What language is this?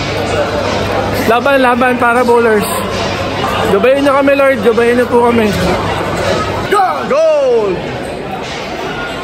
Filipino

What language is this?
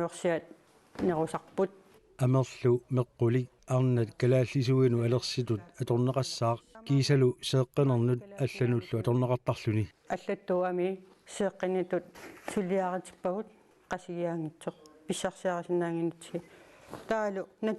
Kalaallisut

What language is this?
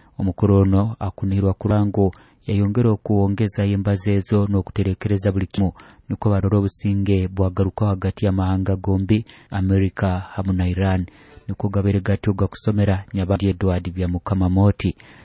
Nyoro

